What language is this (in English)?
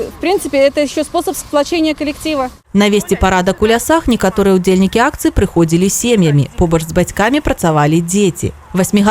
Belarusian